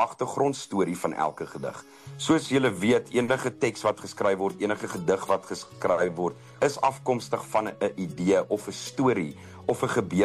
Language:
Afrikaans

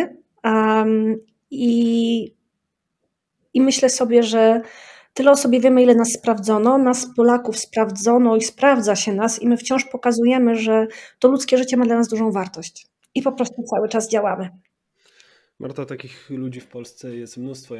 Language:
Polish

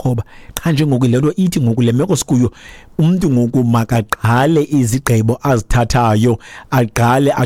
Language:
Xhosa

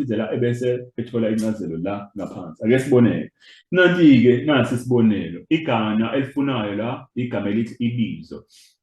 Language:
Zulu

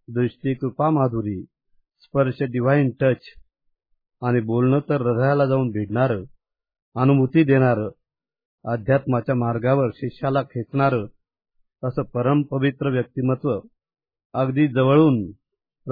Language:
Marathi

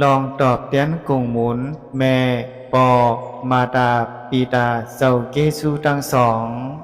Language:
Shan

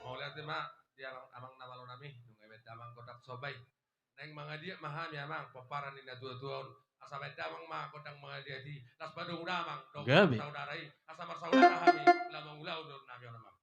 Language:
Batak Toba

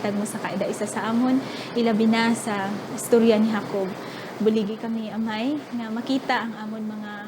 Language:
Hiligaynon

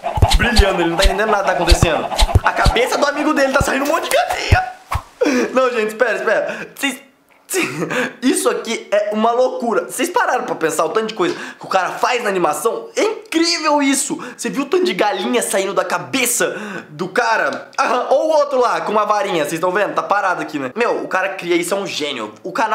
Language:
Portuguese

